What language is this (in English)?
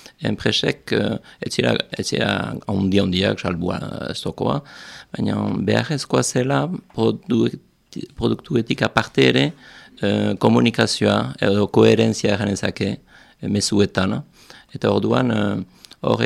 Basque